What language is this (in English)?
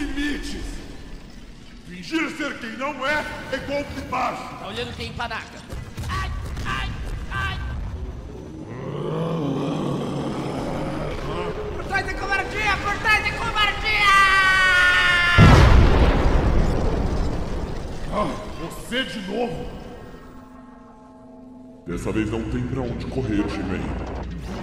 Portuguese